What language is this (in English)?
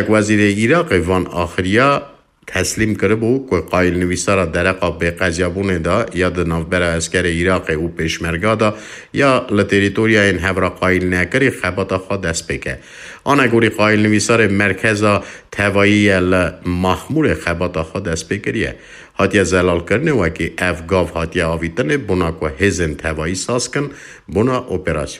Kurdish